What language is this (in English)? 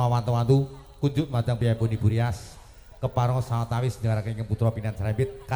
Javanese